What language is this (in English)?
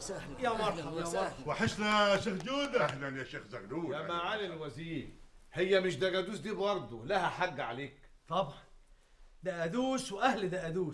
Egyptian Arabic